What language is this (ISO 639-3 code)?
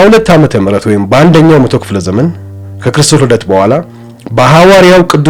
amh